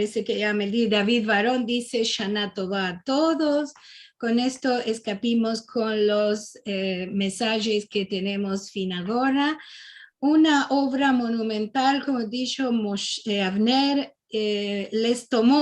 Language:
Ladino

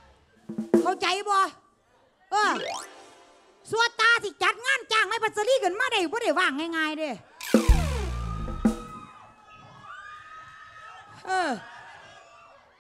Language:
Northeastern Thai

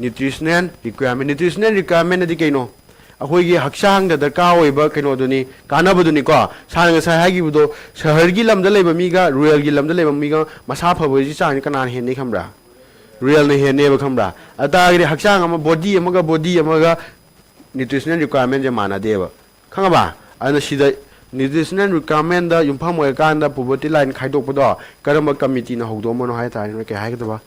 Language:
Manipuri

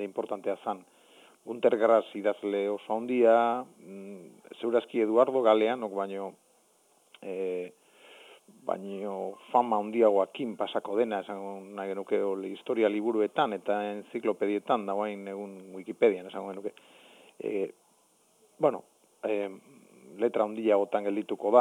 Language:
Basque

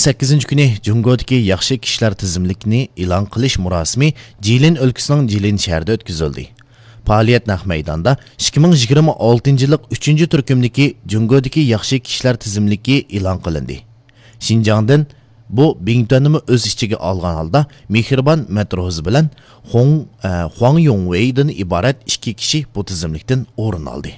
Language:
Uyghur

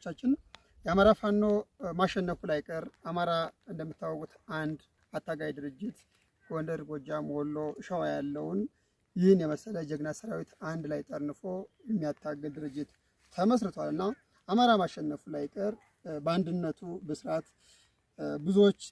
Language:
Amharic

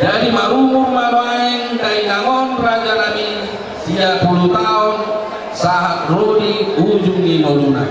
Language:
Batak Toba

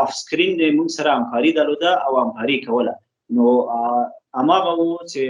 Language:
Pashto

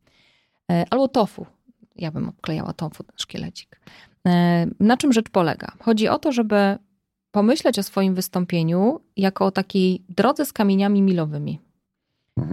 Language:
Polish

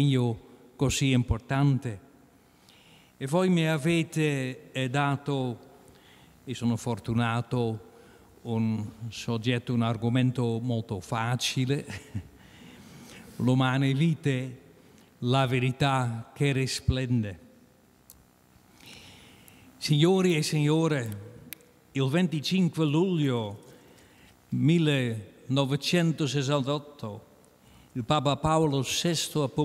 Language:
Italian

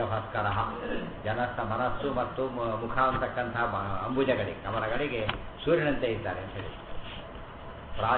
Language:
Kannada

